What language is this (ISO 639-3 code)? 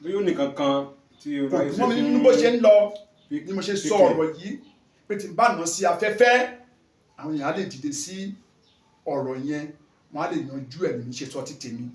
yor